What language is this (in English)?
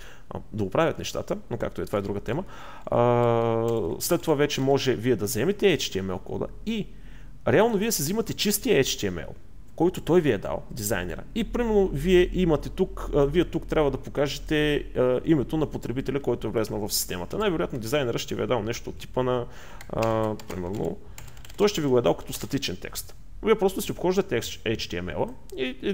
Bulgarian